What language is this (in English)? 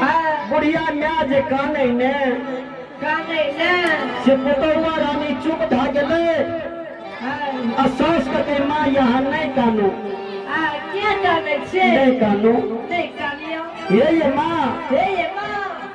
Maithili